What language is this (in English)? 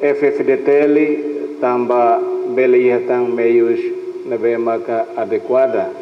Tetum